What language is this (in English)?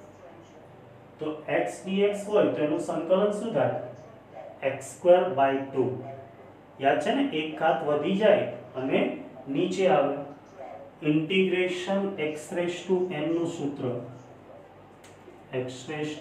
Gujarati